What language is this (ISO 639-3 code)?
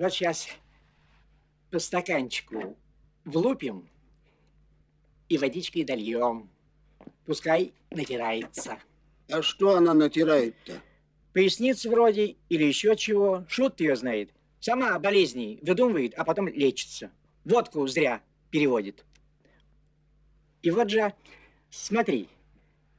rus